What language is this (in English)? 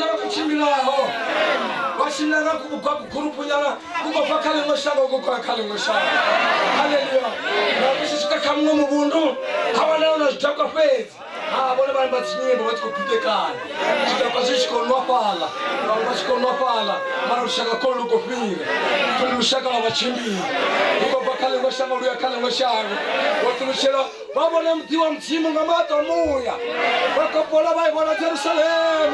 Venda